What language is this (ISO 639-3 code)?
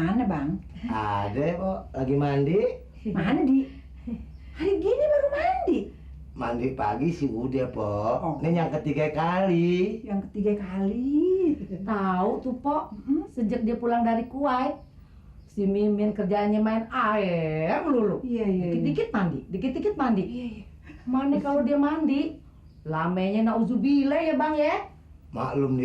bew